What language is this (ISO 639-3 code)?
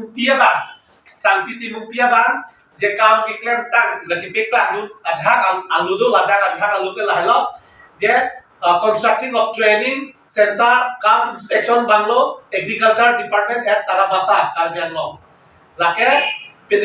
mjw